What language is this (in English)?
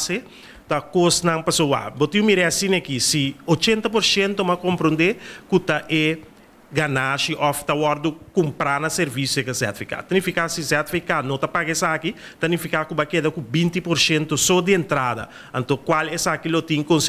Papiamento